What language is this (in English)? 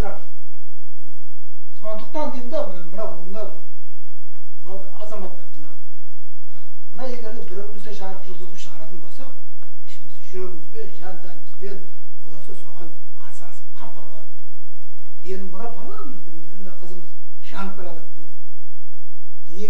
Kazakh